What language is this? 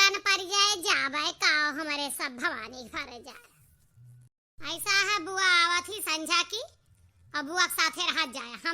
Awadhi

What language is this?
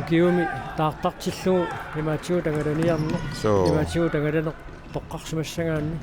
Kalaallisut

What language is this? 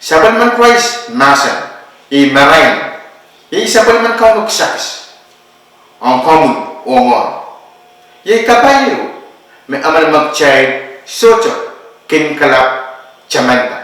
Pohnpeian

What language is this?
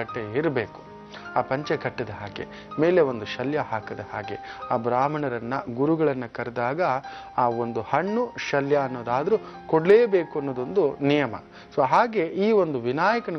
Kannada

